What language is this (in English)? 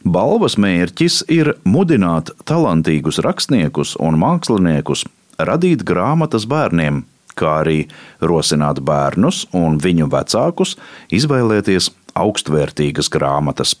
Latvian